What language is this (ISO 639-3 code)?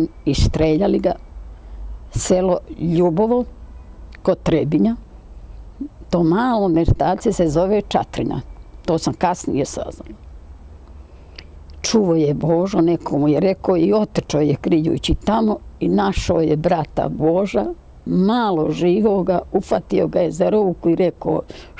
srp